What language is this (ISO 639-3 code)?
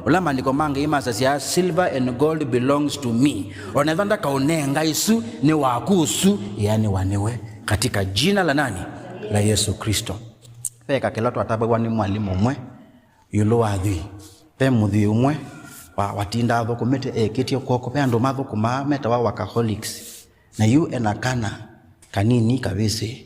kam